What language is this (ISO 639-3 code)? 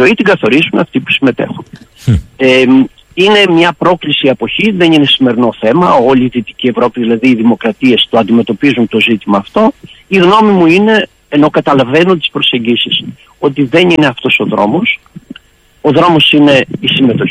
ell